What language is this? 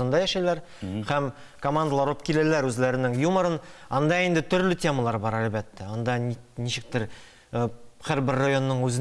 Tatar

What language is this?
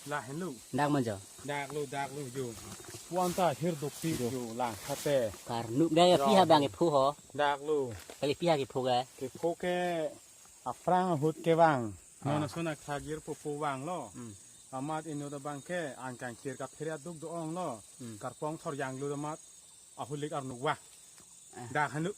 Karbi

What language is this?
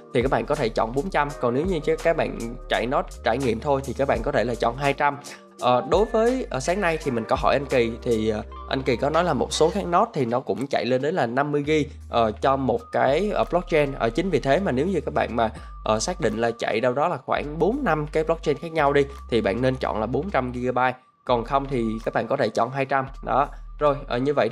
Vietnamese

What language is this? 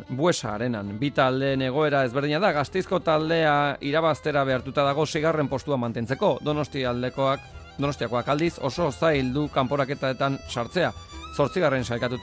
Basque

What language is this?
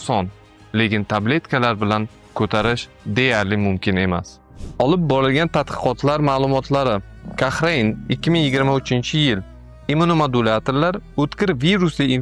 Uzbek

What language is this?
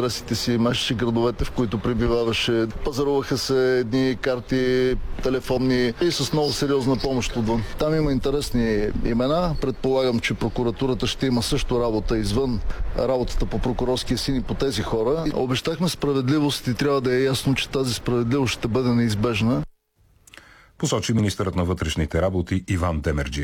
Bulgarian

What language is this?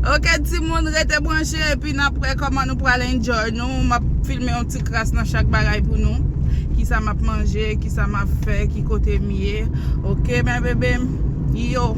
Haitian Creole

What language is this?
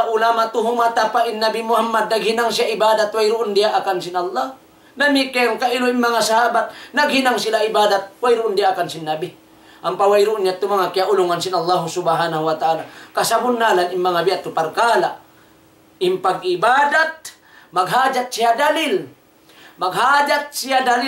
Tausug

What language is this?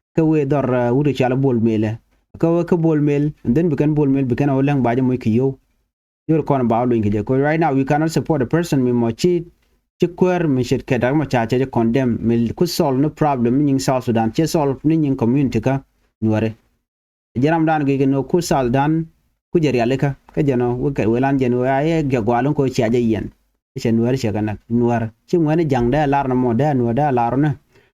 Nuer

